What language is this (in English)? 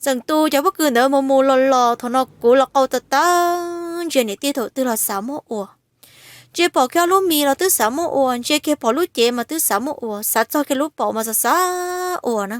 Hmong